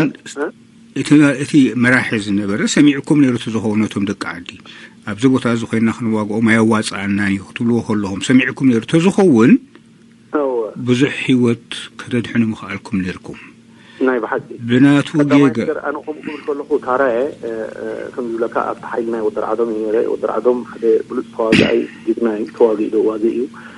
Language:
Tigrinya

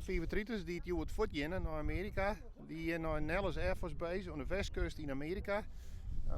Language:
Western Frisian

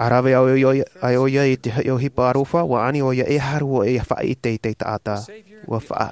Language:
Tahitian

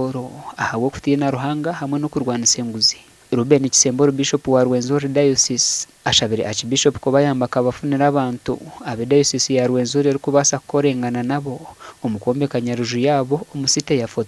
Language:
Nyankole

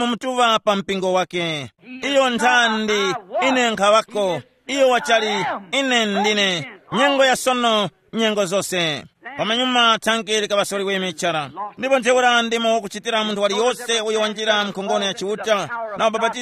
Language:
Tumbuka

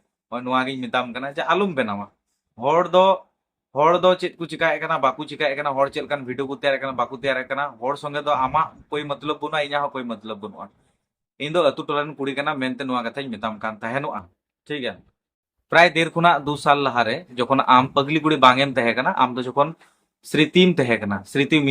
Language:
Santali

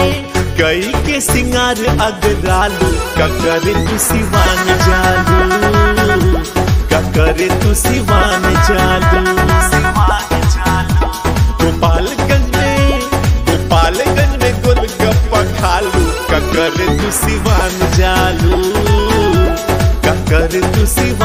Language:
Bhojpuri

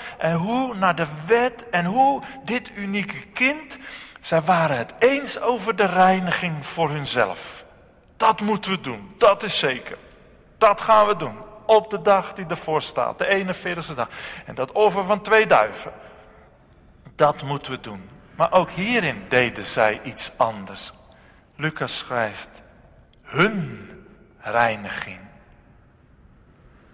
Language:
Dutch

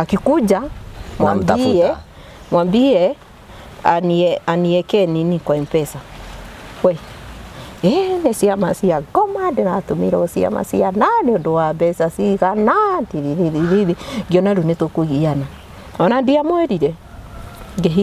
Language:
Kikuyu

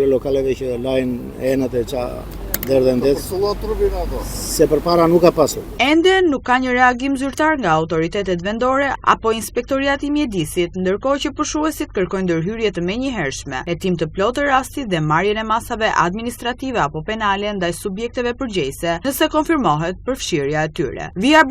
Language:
Albanian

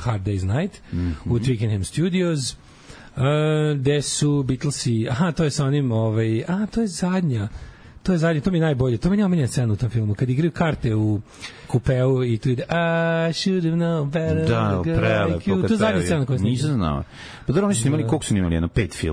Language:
Serbian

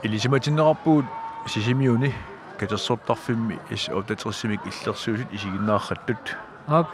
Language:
Kalaallisut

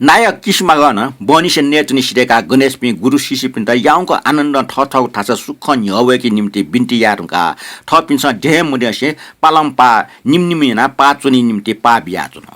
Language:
Newari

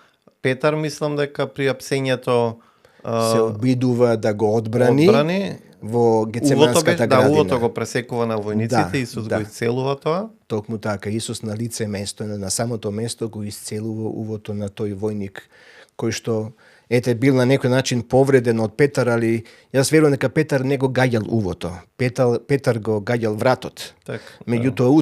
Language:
Macedonian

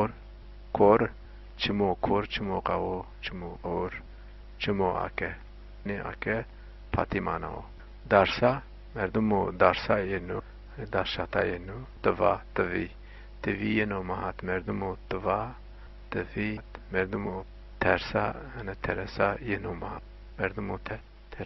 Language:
Zaza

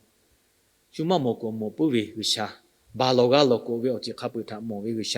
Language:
Lahu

